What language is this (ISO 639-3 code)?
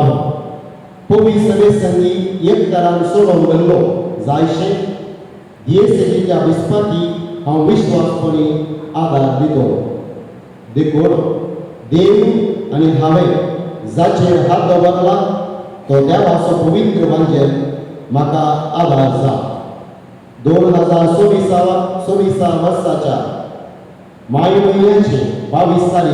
kok